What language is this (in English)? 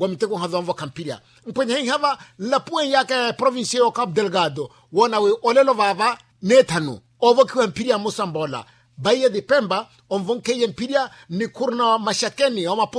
Makhuwa